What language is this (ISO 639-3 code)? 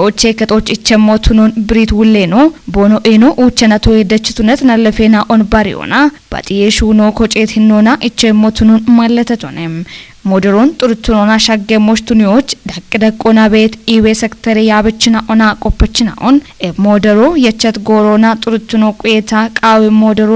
kbr